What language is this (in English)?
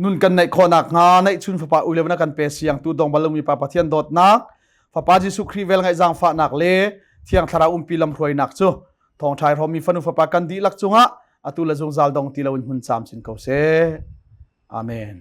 Hakha Chin